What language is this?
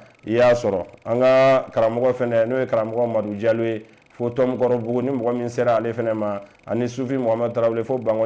Bambara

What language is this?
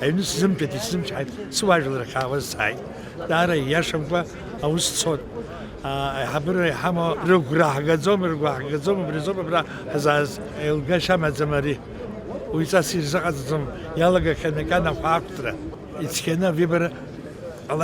Abkhazian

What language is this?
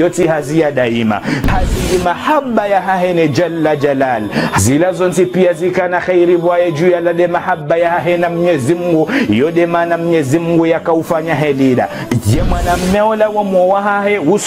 Ngazidja Comorian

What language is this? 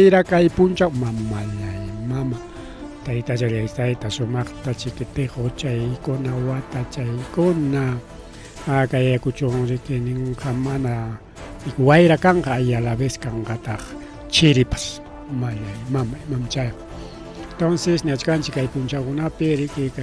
Ayacucho Quechua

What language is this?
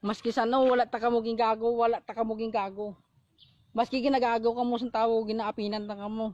Hiligaynon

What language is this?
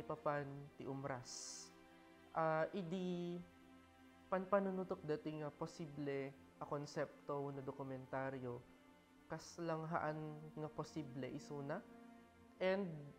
Iloko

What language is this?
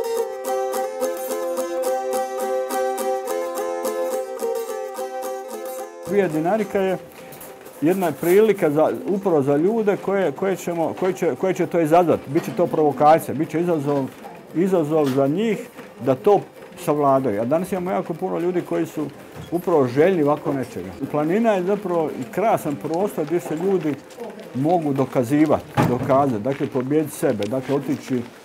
Bosnian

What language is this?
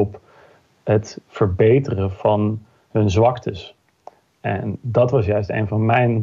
Dutch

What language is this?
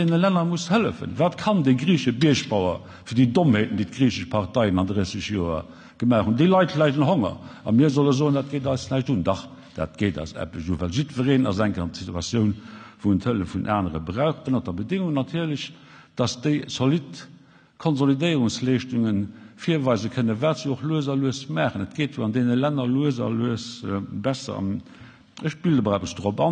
Luxembourgish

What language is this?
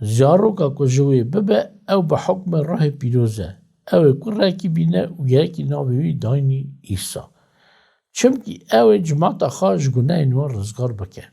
Kurdish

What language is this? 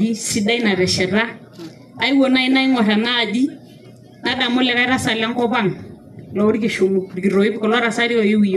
Masai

